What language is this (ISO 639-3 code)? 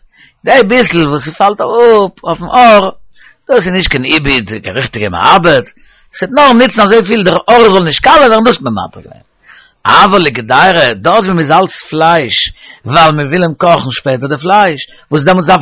yid